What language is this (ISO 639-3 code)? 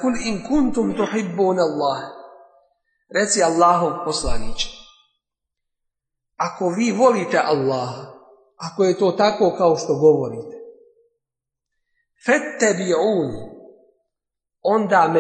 bos